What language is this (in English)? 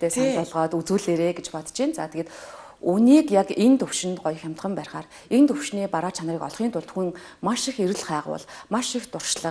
Mongolian